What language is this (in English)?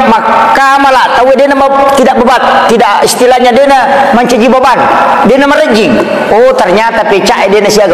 Buginese